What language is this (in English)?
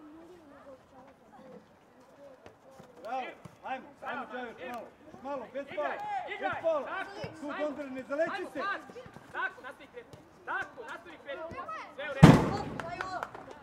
Serbian